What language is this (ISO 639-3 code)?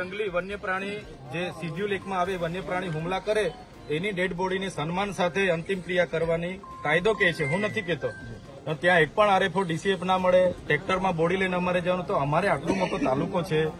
guj